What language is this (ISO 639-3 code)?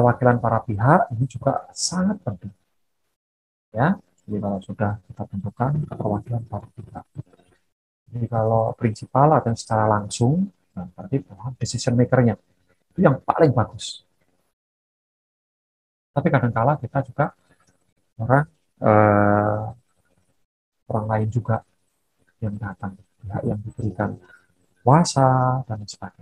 ind